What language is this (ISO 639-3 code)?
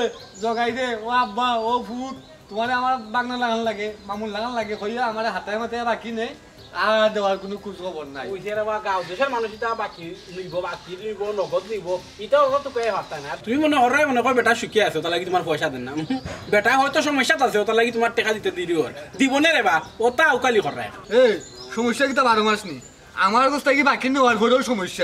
syl